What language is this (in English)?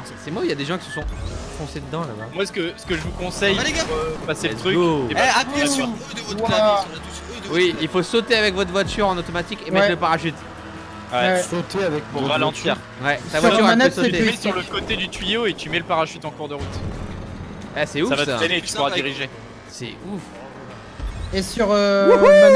French